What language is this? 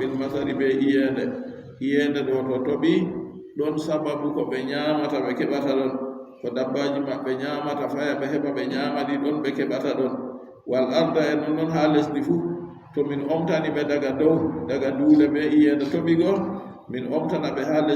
Adamawa Fulfulde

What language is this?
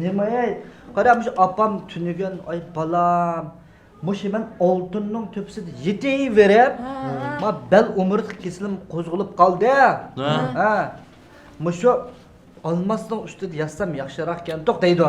Uyghur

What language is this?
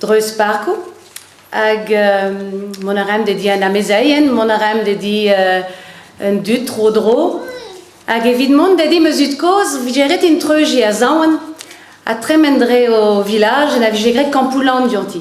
Breton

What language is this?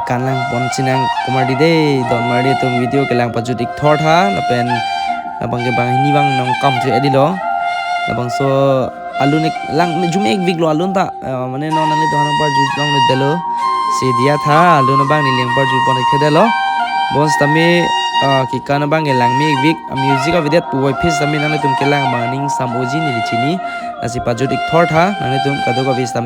Karbi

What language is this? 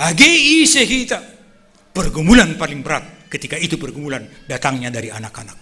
Batak Simalungun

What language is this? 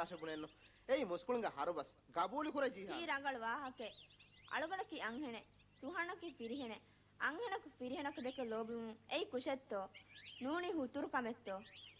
Divehi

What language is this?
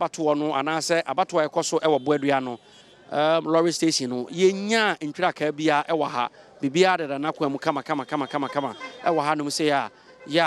Akan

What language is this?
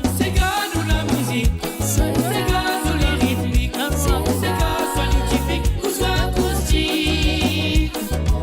Morisyen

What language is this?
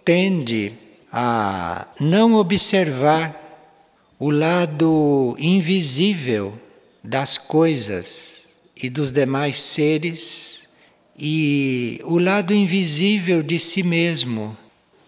Portuguese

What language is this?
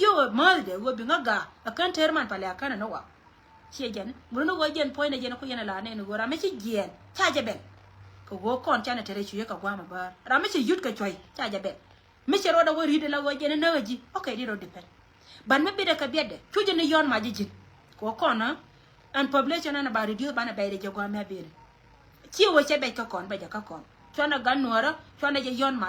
Nuer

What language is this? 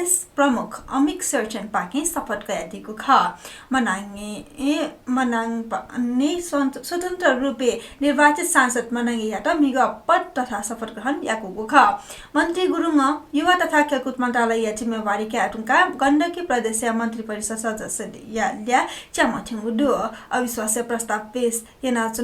Newari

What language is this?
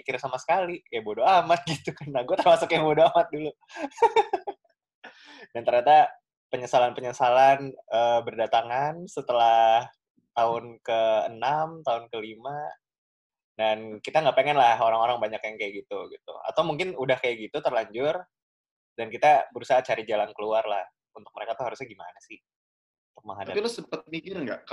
Indonesian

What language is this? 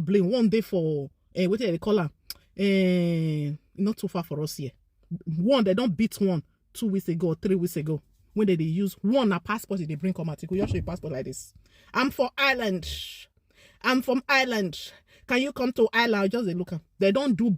Nigerian Pidgin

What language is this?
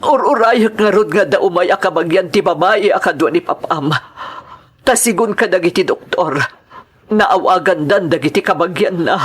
Iloko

